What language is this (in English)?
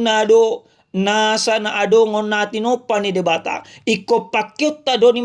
Batak Toba